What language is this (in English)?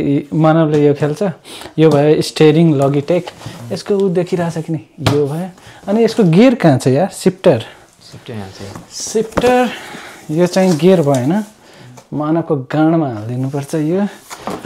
Nepali